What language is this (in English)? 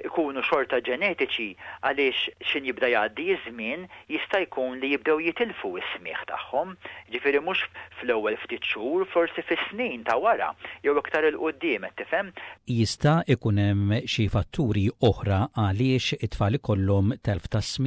Maltese